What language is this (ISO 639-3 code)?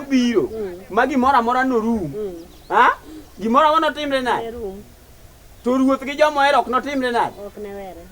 luo